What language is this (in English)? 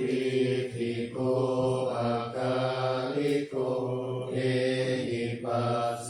Pali